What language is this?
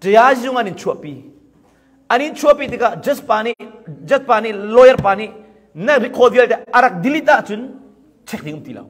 Hakha Chin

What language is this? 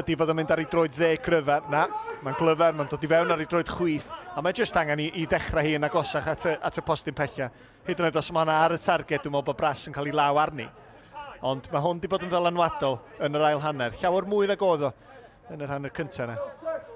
Welsh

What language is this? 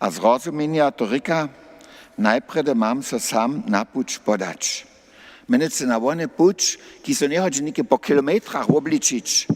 Upper Sorbian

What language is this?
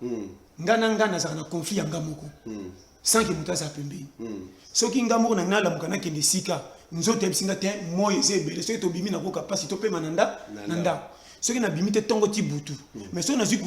Lingala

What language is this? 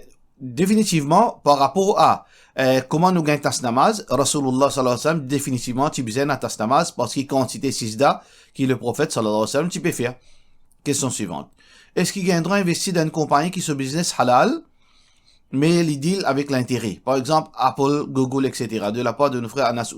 Morisyen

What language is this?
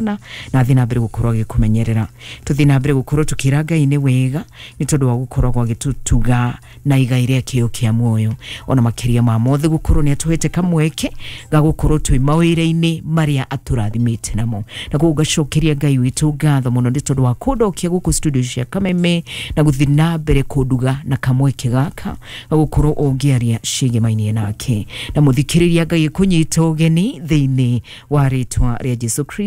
Kikuyu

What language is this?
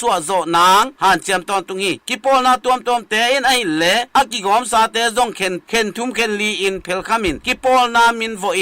Tedim Chin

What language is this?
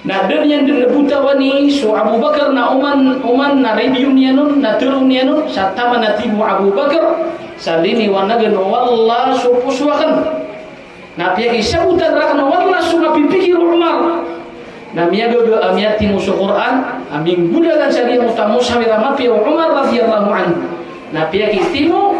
Maranao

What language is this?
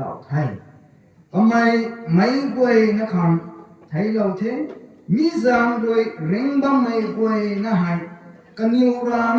Rongmei Naga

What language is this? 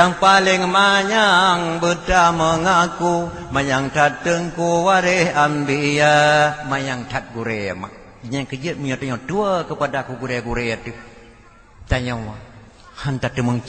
Achinese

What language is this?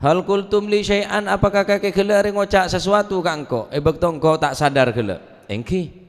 Madurese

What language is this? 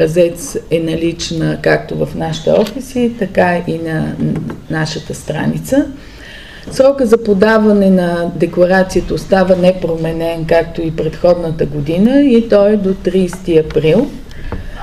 Bulgarian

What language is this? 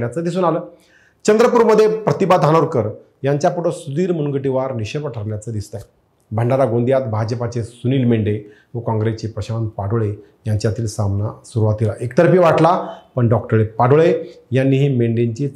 Marathi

